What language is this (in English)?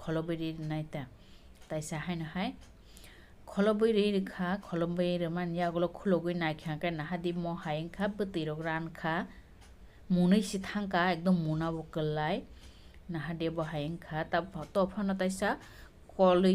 Kok Borok